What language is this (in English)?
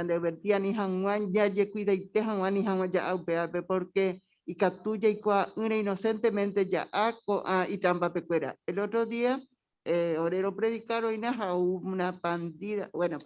Guarani